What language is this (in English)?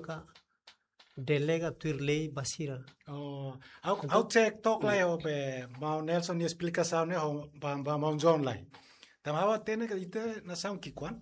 Tetum